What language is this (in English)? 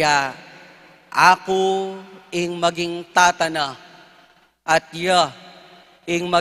Pampanga